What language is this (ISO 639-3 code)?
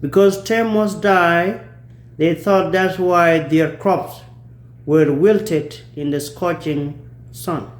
nus